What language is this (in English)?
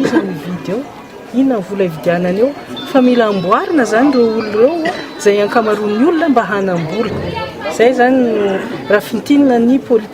Malagasy